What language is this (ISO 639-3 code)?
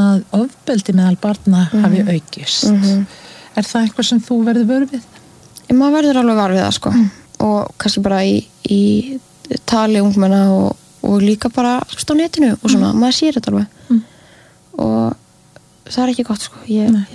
isl